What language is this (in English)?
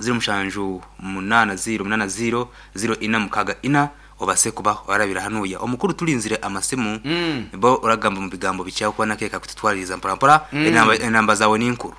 Nyankole